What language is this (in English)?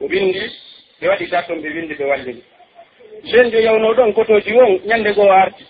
Pular